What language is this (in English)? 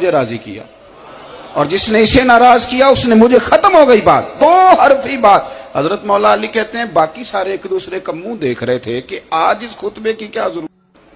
Urdu